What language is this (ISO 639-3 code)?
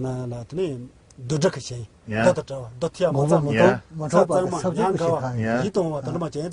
bod